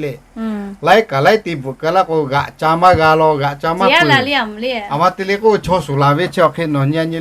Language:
Lahu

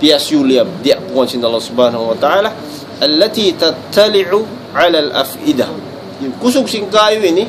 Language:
Tausug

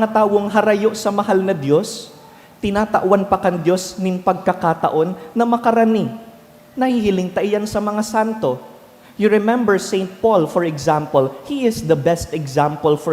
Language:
Bikol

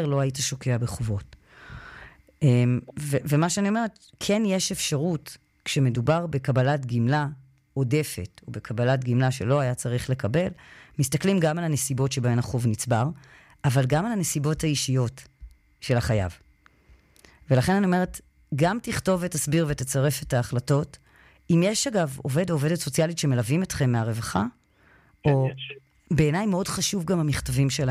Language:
Hebrew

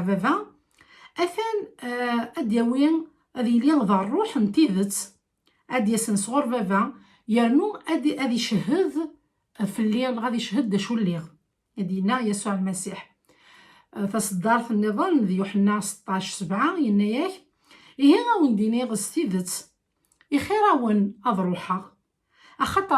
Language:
Kabyle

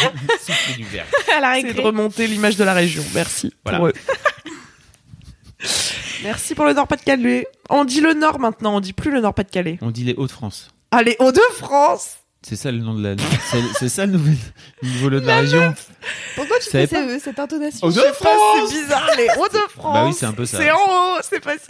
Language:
French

